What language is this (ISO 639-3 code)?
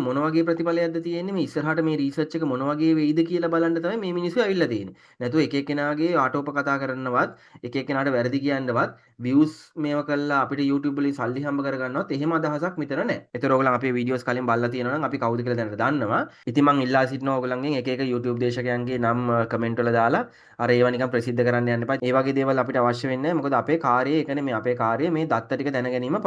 sin